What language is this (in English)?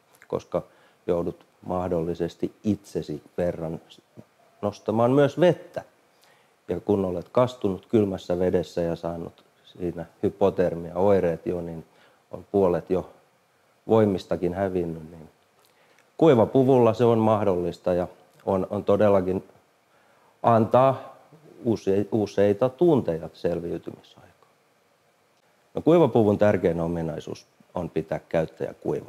Finnish